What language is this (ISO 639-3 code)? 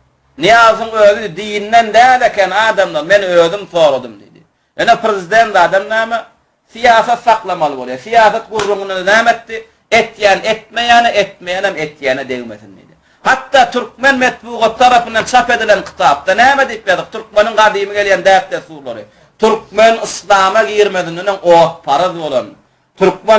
tuk